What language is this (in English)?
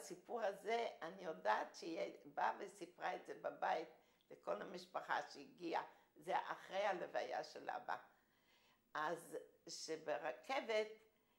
Hebrew